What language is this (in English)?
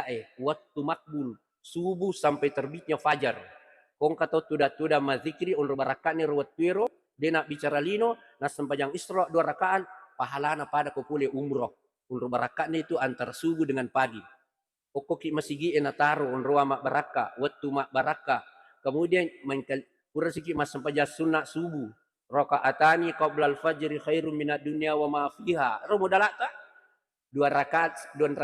Buginese